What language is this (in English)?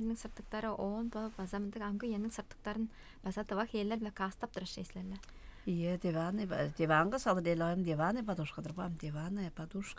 Tuvinian